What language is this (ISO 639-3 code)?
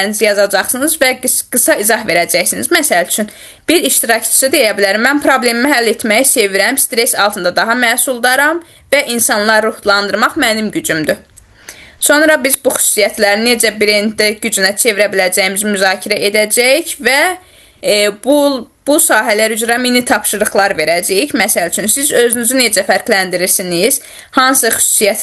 aze